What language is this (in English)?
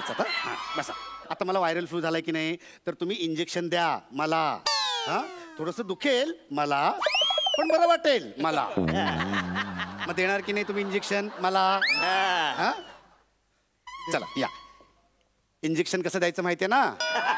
Marathi